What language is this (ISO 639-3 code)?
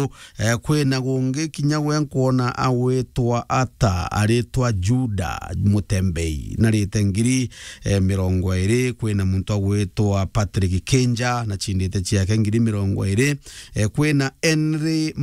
mer